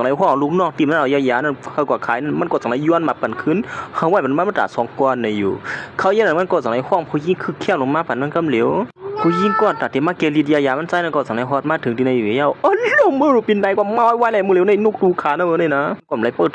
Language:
Shan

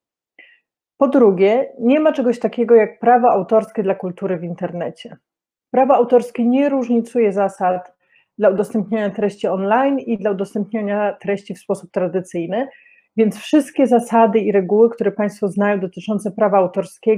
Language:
Polish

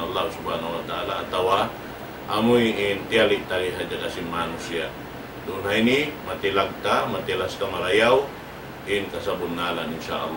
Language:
Tausug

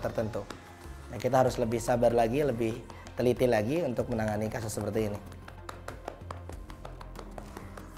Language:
Indonesian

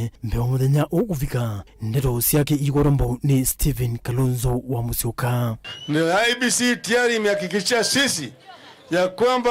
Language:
Kamba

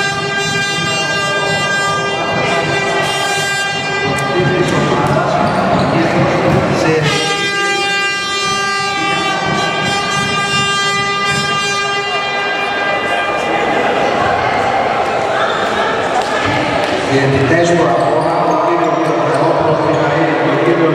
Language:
Greek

